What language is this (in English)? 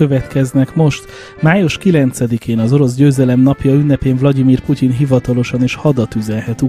Hungarian